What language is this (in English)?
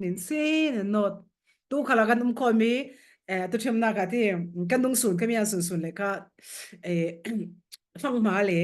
Falam Chin